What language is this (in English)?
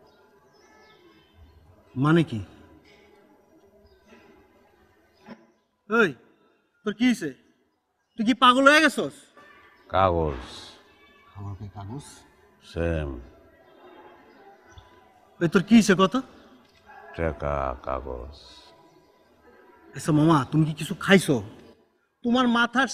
Bangla